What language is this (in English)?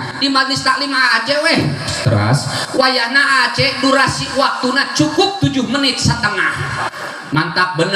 Sundanese